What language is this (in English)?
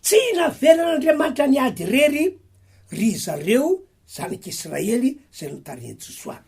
Malagasy